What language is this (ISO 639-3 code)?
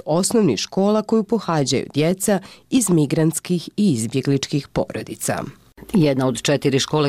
bos